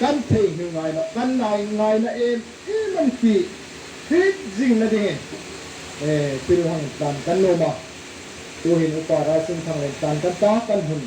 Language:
Hmar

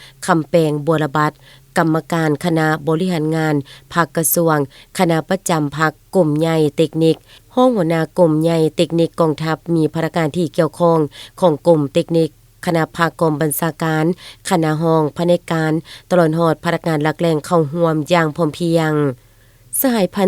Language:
Lao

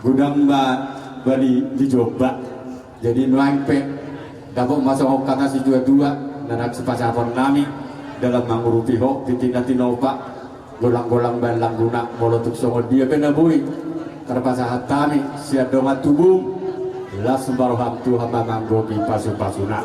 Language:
Batak Toba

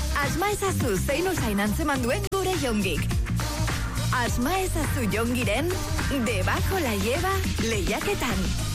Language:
Basque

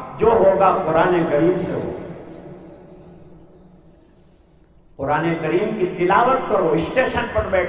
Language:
Urdu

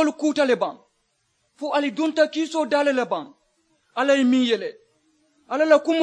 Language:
Mandingo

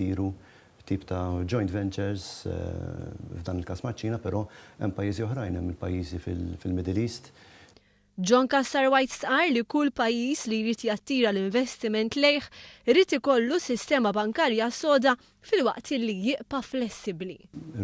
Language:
Maltese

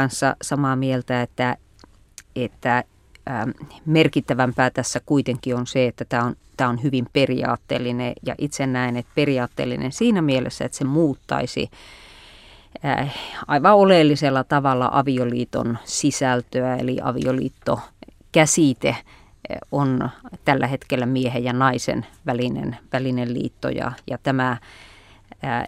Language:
Finnish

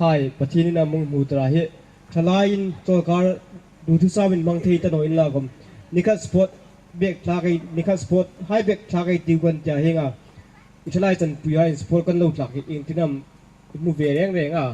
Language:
Hmar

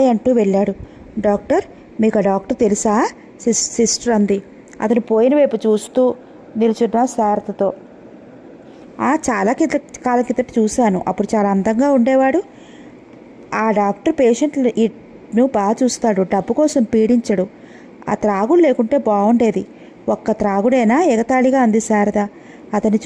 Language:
Telugu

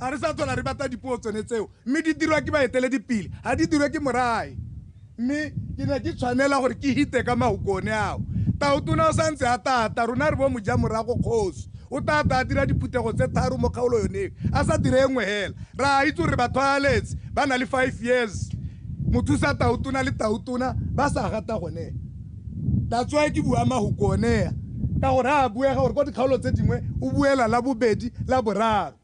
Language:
Tswana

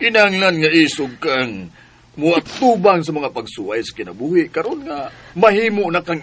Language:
Cebuano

